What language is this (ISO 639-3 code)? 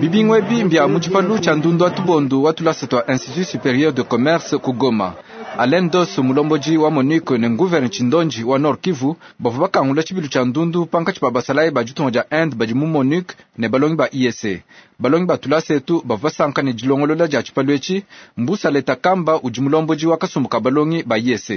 lua